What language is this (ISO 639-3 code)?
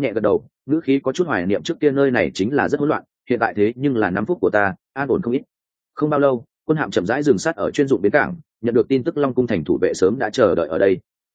vie